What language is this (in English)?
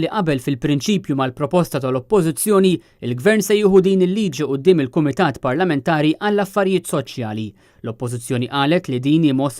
Maltese